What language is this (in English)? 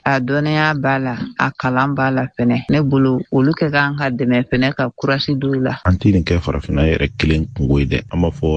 Bambara